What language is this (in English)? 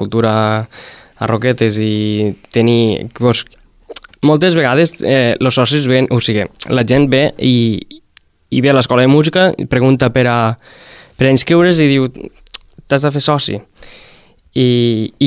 Catalan